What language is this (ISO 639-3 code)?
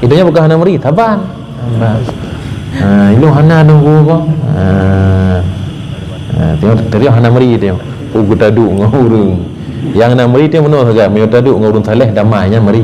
ace